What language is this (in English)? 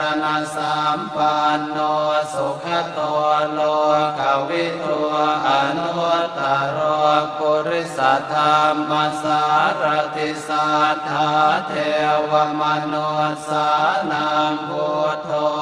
Pali